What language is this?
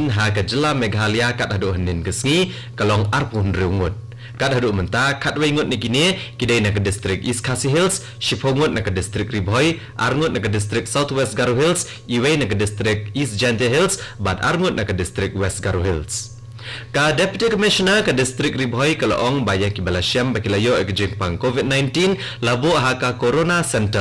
Khasi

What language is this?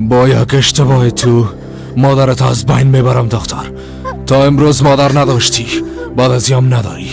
Persian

